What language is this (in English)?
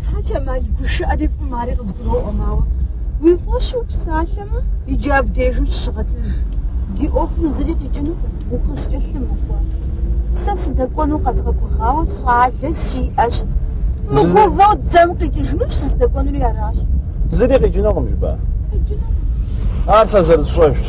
Kabardian